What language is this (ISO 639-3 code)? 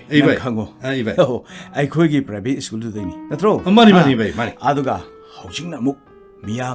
mni